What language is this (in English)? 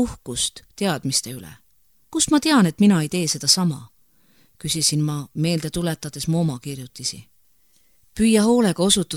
Estonian